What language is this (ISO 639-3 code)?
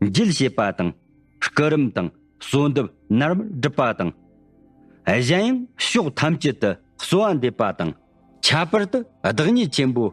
bod